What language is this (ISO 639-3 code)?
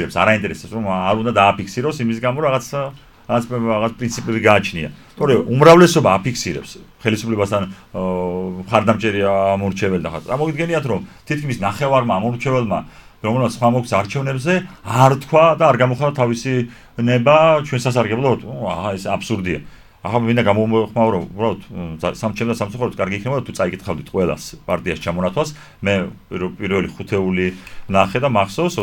kat